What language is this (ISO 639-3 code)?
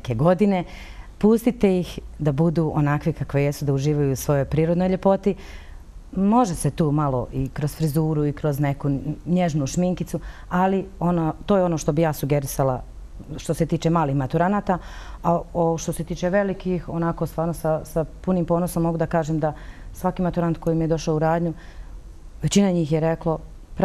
bos